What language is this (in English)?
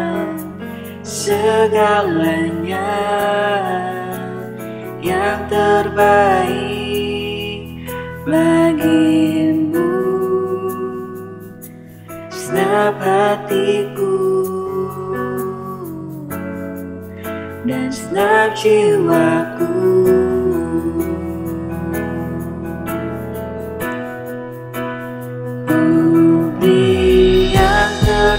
Indonesian